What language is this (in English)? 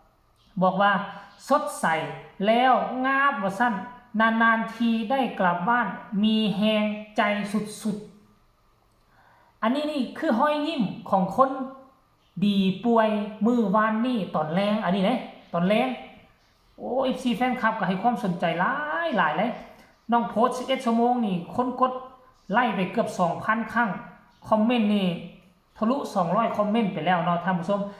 Northeastern Thai